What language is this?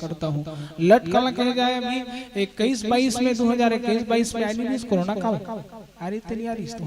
Chhattisgarhi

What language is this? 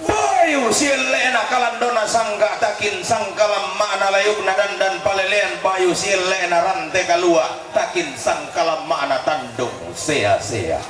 Toraja-Sa'dan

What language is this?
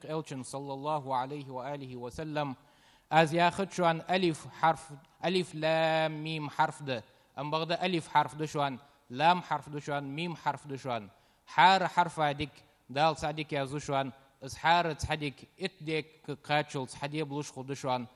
Ingush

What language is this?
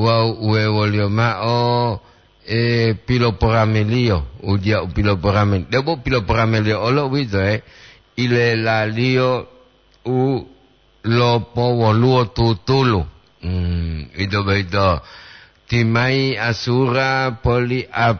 Gorontalo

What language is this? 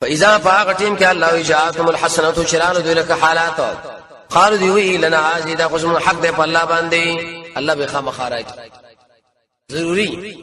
Pashto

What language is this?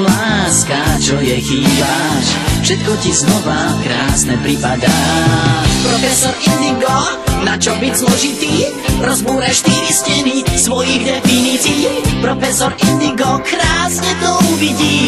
Slovak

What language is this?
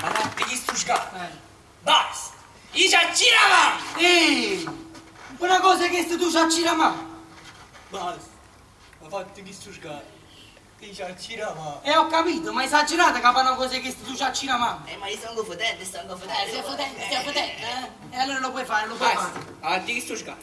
Neapolitan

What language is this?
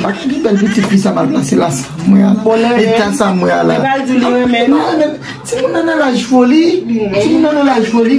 Haitian Creole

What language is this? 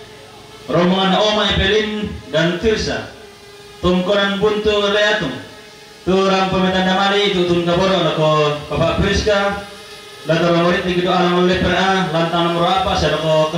Toraja-Sa'dan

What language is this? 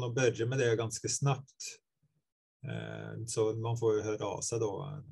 Swedish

